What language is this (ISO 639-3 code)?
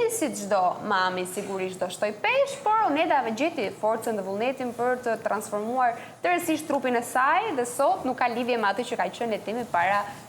sqi